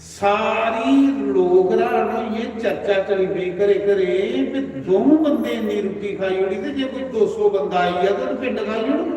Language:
Dogri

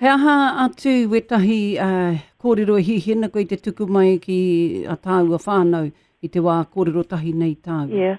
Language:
Māori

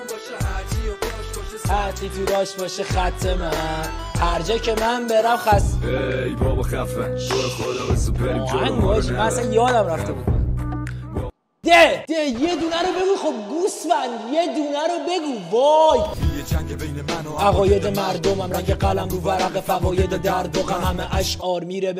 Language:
Persian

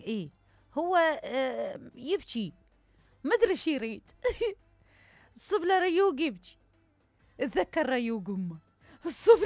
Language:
Mesopotamian Arabic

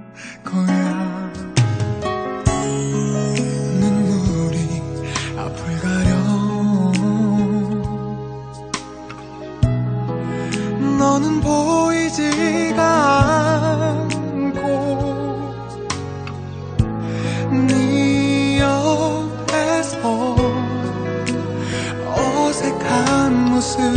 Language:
Korean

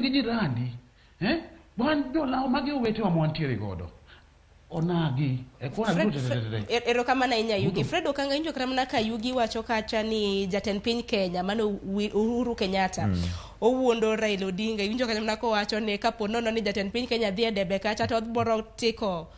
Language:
Luo (Kenya and Tanzania)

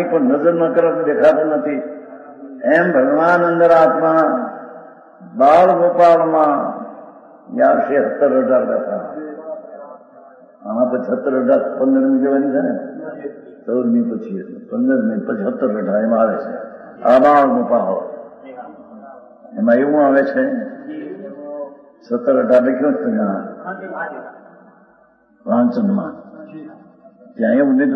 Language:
Gujarati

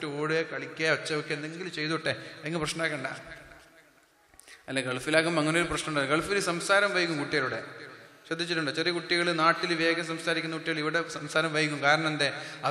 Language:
Malayalam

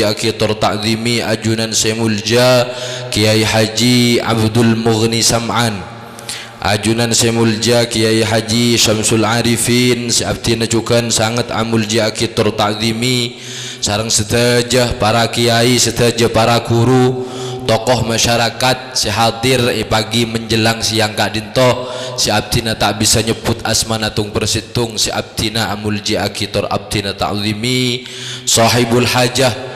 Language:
Madurese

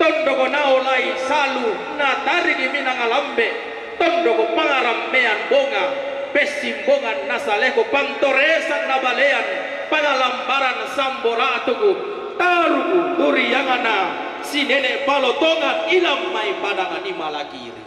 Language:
Toraja-Sa'dan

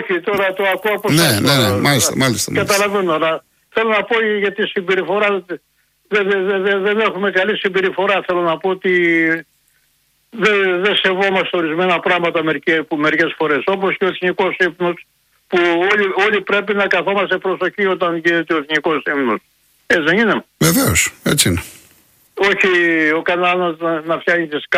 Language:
Greek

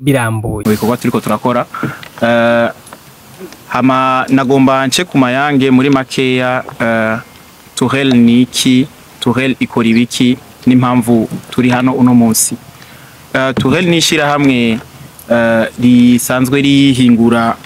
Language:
Rundi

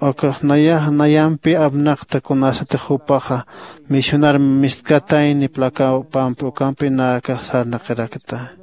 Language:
Aymara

